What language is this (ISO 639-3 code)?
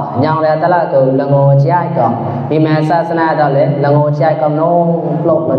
mnw